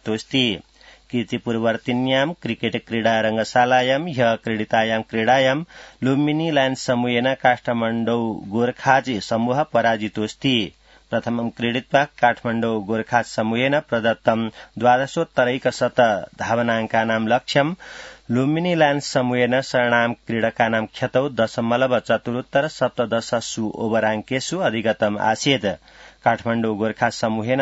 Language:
Sanskrit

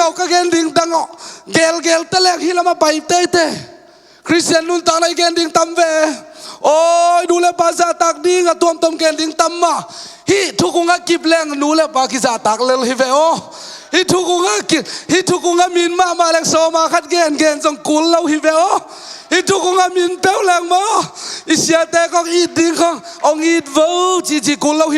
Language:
Tedim Chin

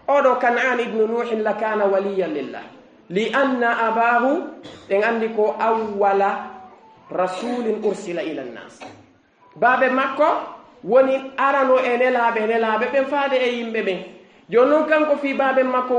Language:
Fula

